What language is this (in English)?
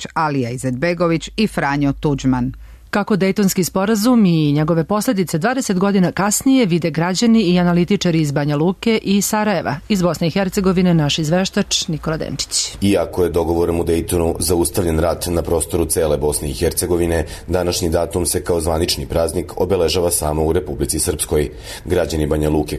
Serbian